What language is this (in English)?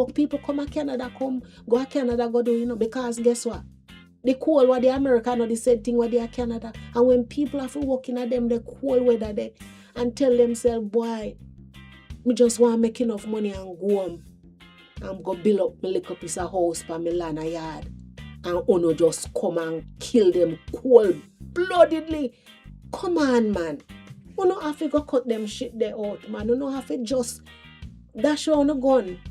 Jamaican Creole English